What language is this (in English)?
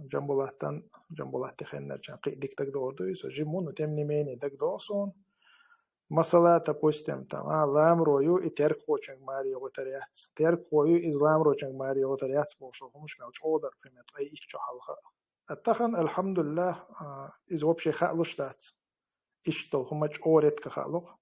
Chechen